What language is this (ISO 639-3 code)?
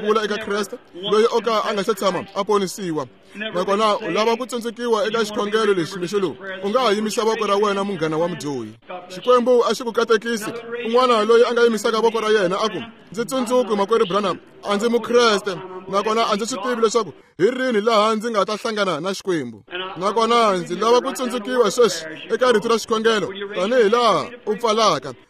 tso